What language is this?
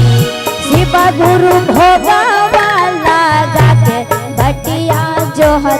Magahi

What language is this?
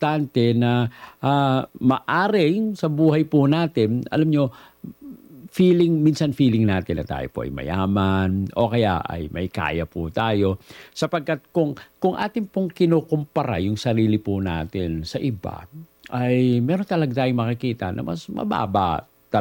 Filipino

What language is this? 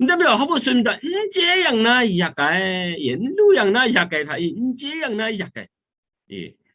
Kachin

